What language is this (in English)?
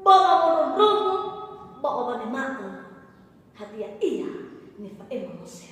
Nias